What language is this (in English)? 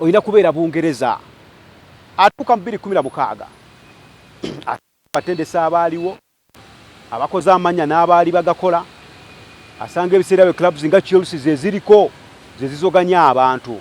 Ganda